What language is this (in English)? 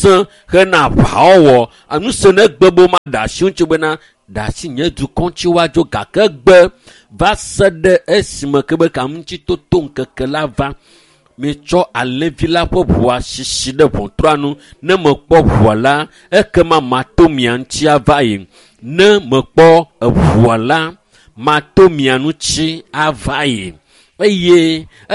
Ewe